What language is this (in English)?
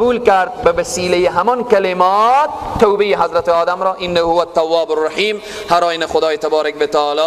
Persian